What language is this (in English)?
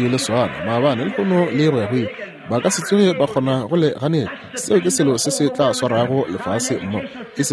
Northern Sotho